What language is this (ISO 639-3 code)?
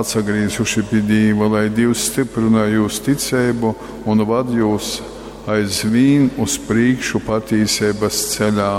ltg